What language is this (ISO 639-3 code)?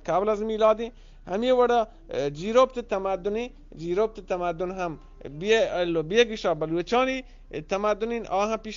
bgp